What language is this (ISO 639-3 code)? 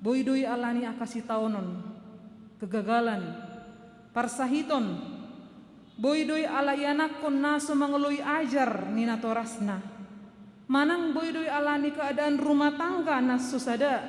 bbc